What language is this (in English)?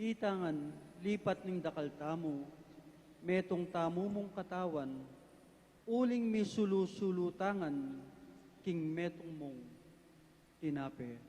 Pampanga